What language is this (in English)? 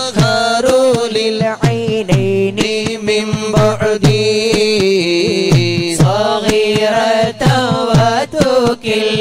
Malayalam